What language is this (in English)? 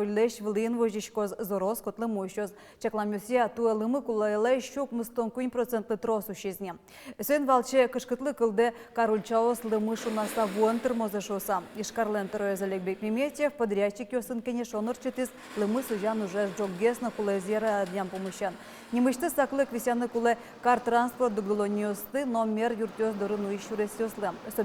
Udmurt